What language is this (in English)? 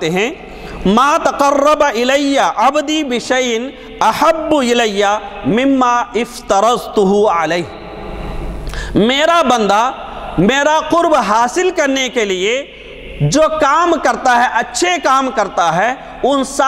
Urdu